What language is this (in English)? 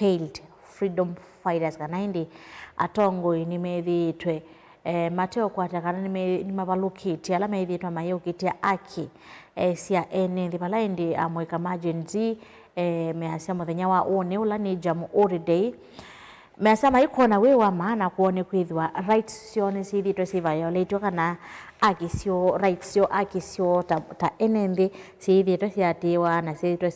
Kamba